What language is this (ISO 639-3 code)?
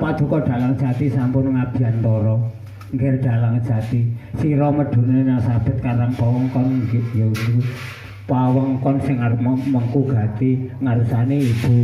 jav